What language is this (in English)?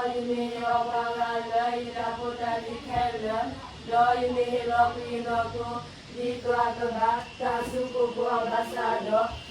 S'gaw Karen